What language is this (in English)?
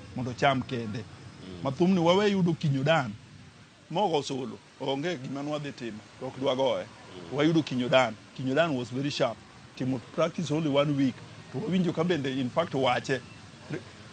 Luo (Kenya and Tanzania)